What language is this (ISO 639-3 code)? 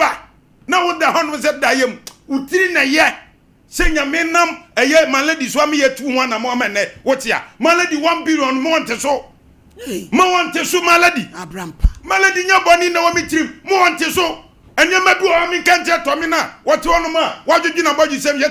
aka